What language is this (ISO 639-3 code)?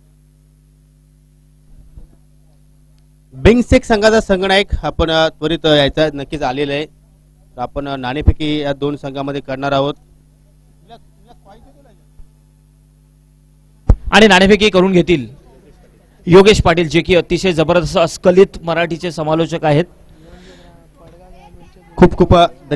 mar